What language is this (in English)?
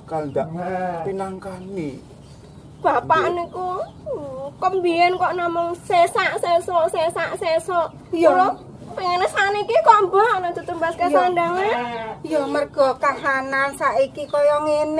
Javanese